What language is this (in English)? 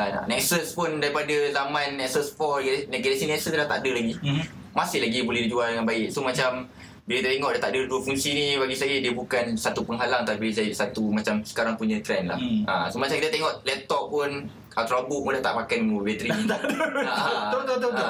Malay